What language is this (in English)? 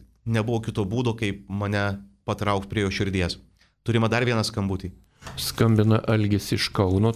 Lithuanian